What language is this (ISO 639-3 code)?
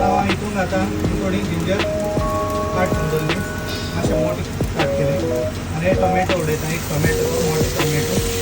kok